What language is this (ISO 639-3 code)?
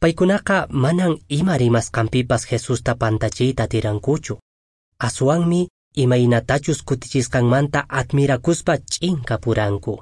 que